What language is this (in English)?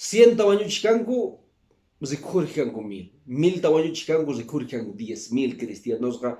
Quechua